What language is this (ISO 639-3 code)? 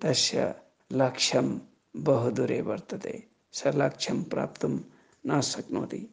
san